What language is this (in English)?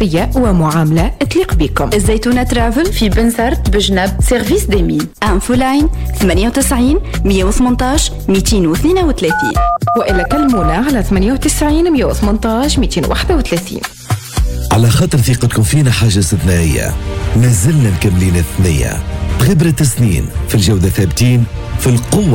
Tunisian Arabic